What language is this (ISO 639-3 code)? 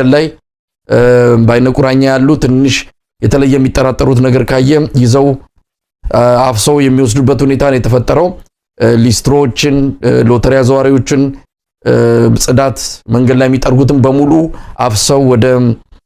amh